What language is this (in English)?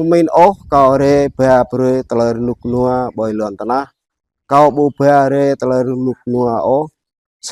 Jarai